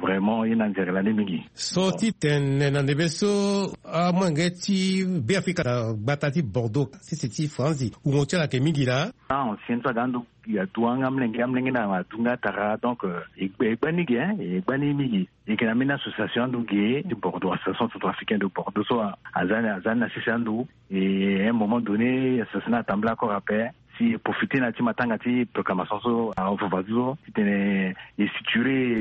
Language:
Sango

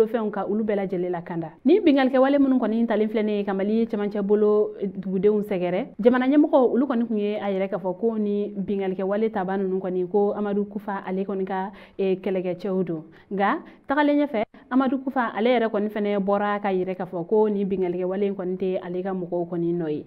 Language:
Bambara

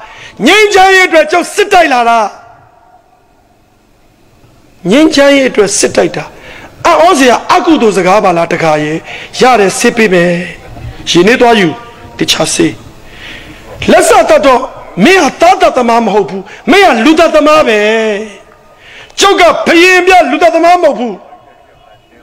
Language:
Burmese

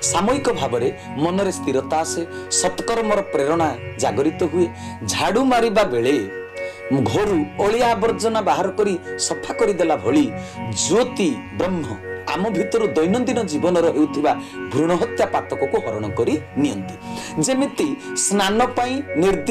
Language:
Odia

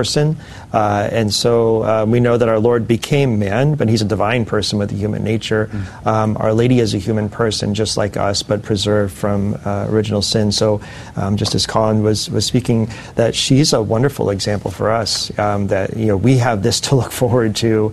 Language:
English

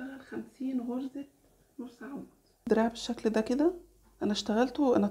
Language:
Egyptian Arabic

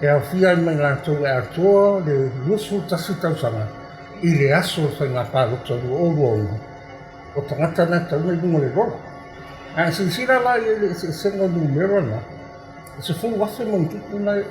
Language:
Samoan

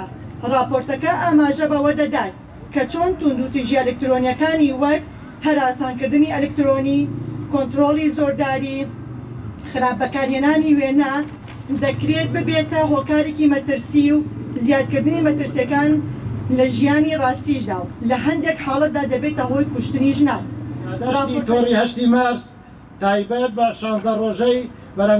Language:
Central Kurdish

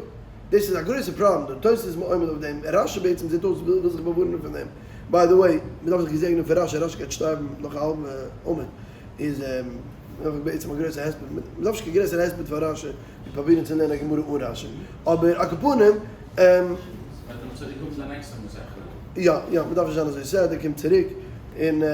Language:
Yiddish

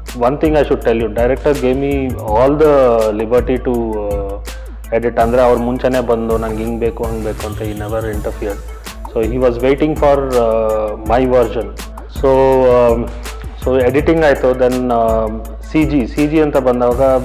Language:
Kannada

